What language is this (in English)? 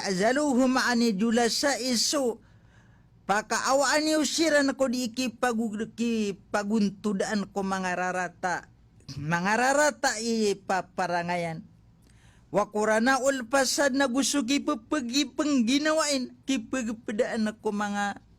Maranao